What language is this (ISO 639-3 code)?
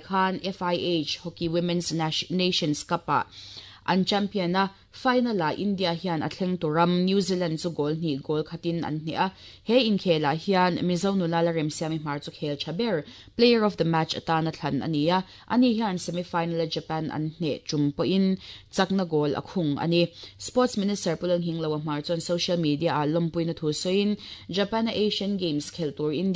lus